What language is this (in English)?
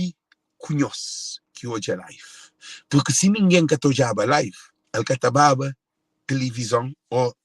Kabuverdianu